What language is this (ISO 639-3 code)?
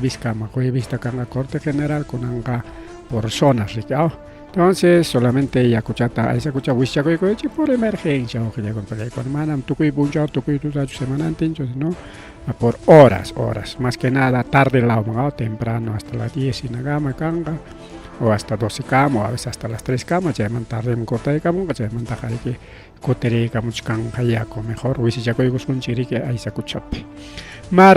quy